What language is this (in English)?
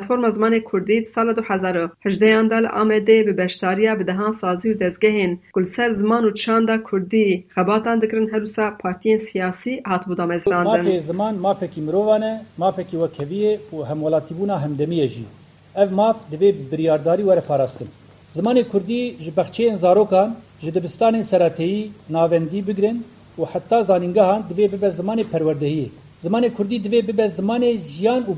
Kurdish